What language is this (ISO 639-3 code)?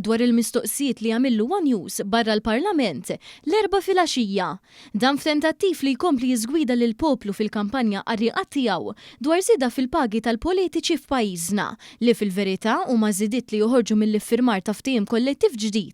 mlt